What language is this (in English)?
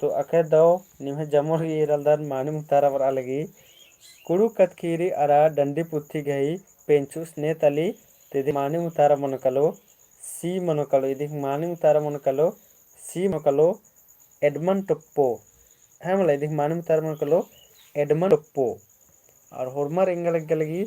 Kurukh